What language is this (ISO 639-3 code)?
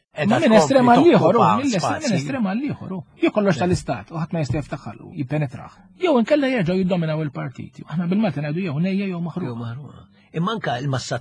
mlt